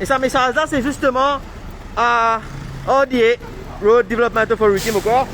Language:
Morisyen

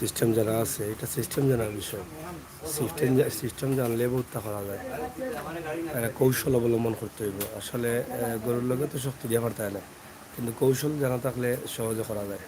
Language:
Sylheti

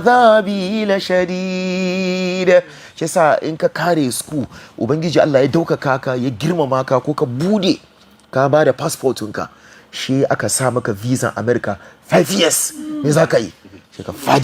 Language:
Hausa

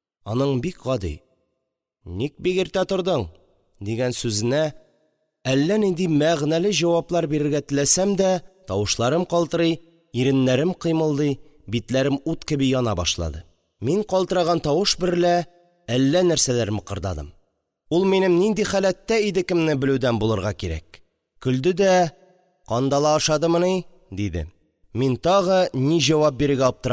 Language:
Tatar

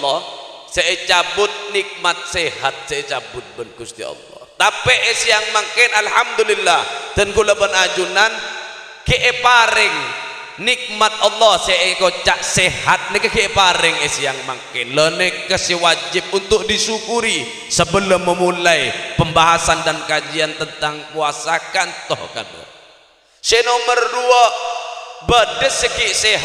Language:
Madurese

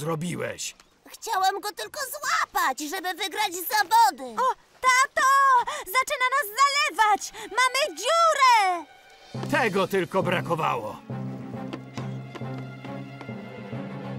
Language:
Polish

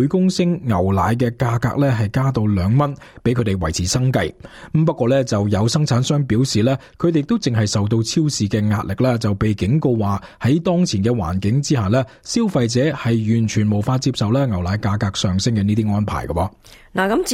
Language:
Cantonese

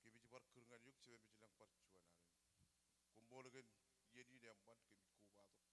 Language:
Marshallese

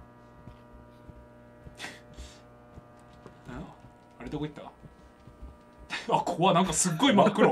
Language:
Japanese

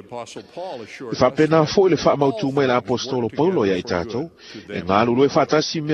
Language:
Samoan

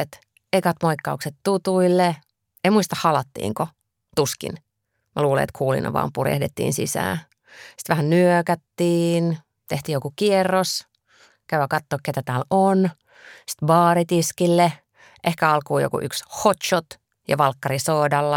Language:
Finnish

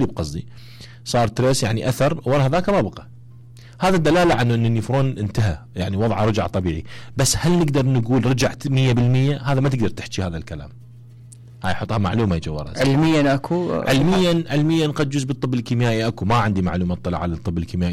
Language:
Mesopotamian Arabic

